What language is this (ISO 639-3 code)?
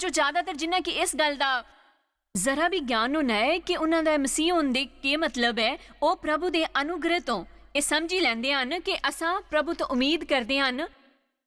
doi